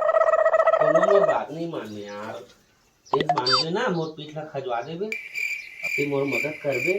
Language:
Chhattisgarhi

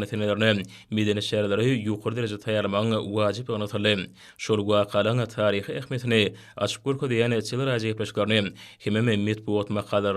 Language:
Turkmen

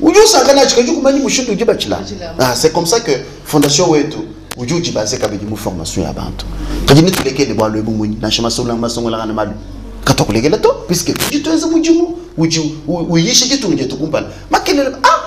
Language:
Luba-Lulua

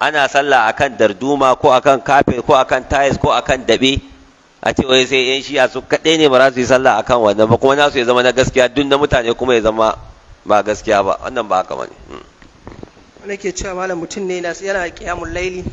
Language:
Hausa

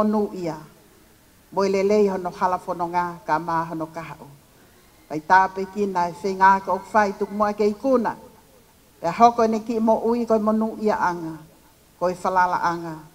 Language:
Tongan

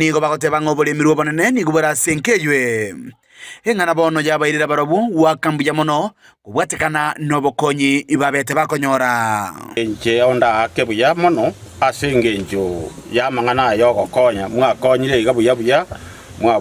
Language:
Gusii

